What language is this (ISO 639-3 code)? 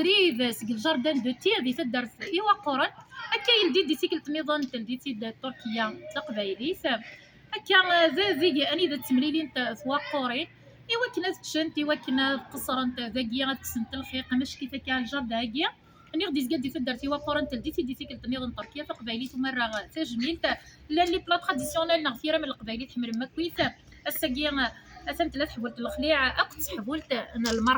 kab